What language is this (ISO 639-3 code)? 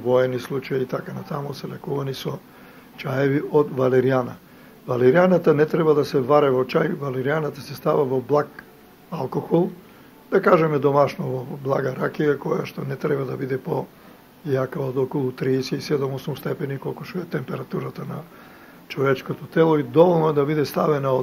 mkd